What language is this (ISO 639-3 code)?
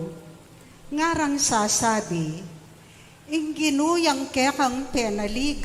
pam